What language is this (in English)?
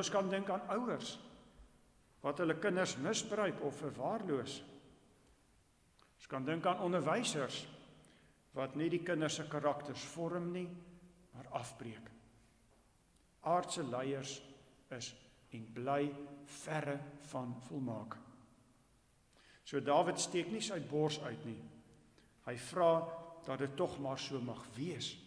Afrikaans